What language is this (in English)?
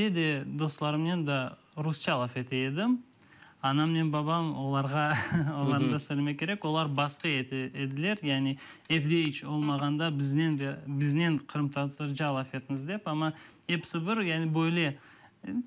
Crimean Tatar